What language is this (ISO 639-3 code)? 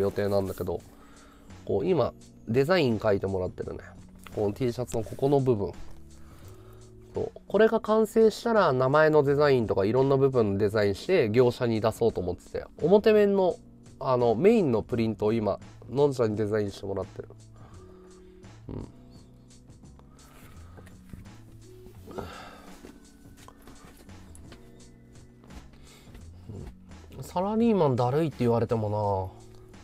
jpn